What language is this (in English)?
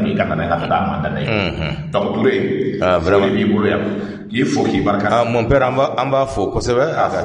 Bambara